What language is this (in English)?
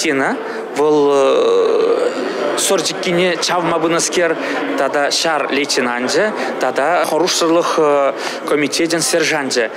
Chuvash